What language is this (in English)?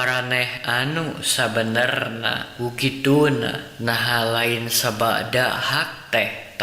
Sundanese